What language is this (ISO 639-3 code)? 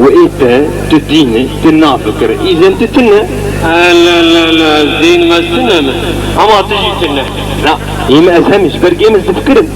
kur